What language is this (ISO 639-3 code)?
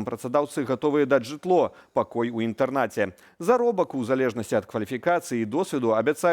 bel